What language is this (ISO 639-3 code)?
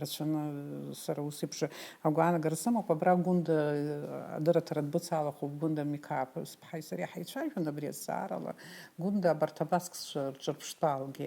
abk